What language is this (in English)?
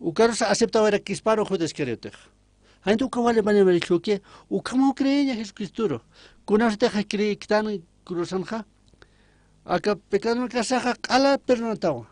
Aymara